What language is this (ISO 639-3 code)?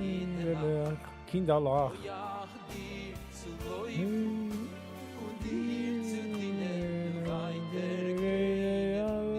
yid